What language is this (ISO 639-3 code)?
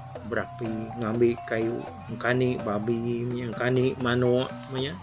iba